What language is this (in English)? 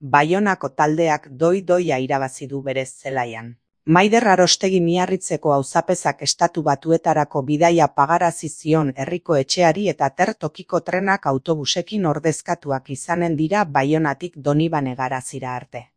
Basque